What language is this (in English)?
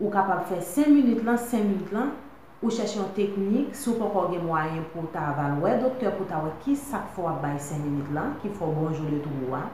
Haitian Creole